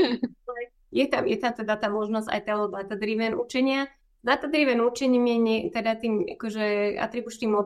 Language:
Slovak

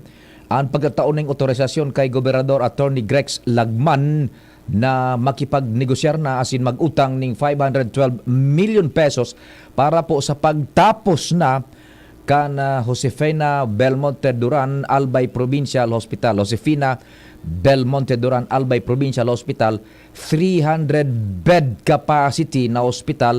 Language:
Bikol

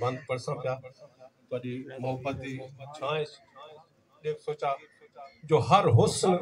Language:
Saraiki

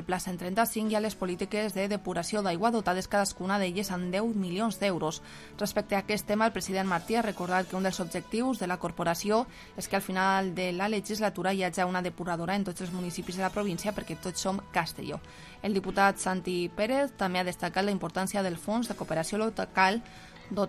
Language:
Catalan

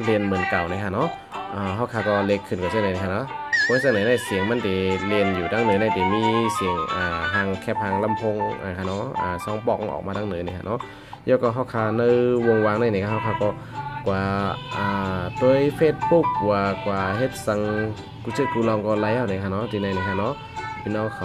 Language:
Shan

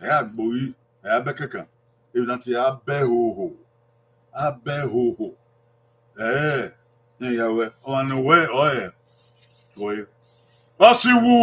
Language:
Bini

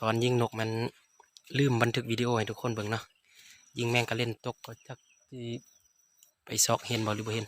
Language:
Lao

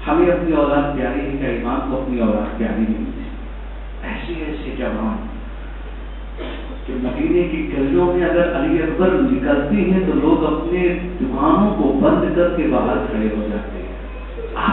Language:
Urdu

